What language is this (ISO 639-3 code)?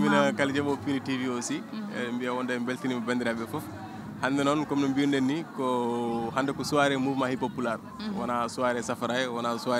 ful